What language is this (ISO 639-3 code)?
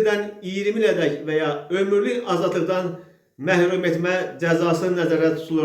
aze